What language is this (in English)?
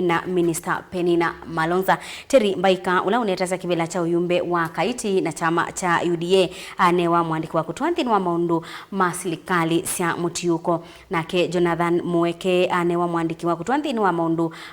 Kamba